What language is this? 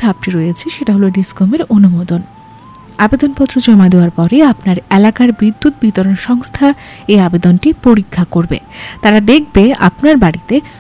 Bangla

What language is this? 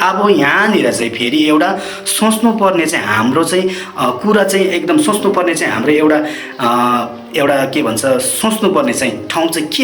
Nepali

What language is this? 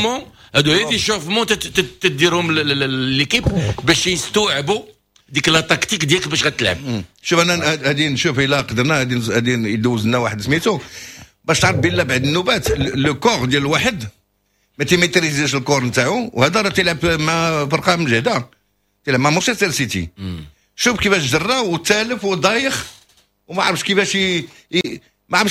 Moroccan Arabic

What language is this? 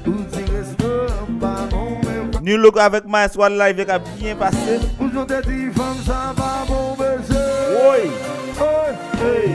Haitian Creole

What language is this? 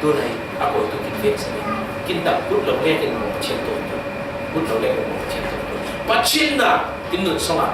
Falam Chin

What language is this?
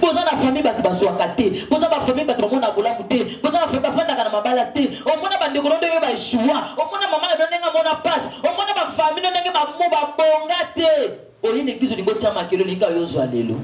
Lingala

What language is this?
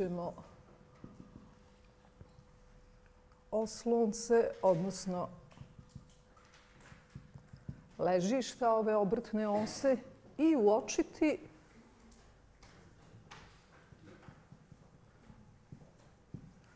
Bosnian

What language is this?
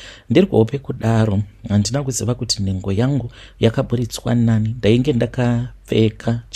Shona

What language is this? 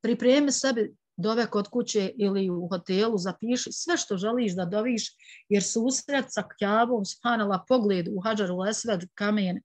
Bosnian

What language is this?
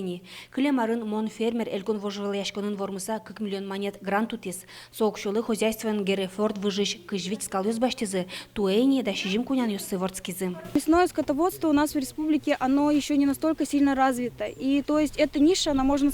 Udmurt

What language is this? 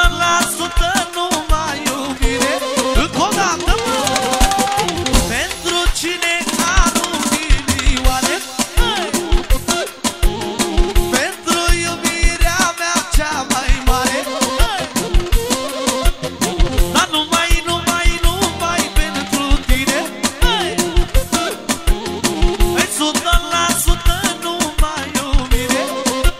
Romanian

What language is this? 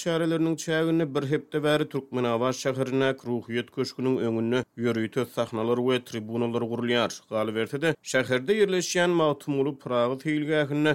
Turkmen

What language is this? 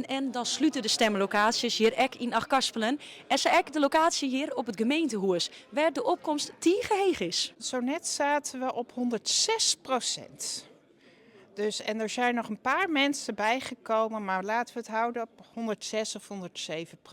Western Frisian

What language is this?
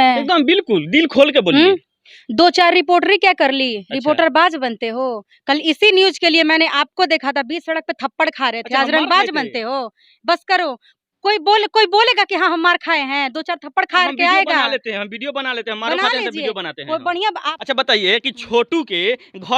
Bhojpuri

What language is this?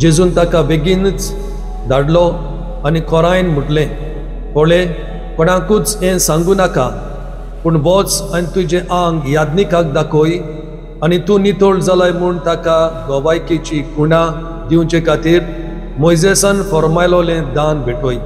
Konkani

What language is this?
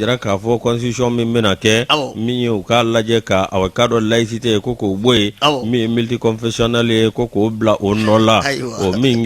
Bambara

